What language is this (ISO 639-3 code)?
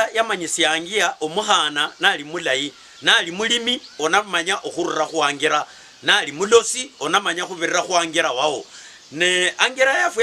luy